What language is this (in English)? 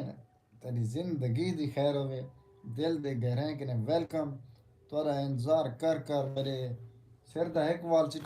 Saraiki